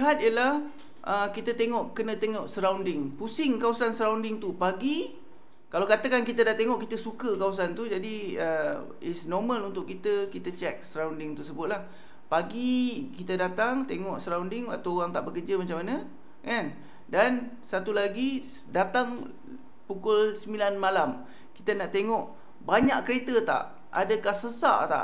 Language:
Malay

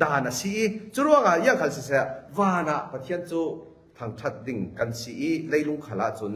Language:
Falam Chin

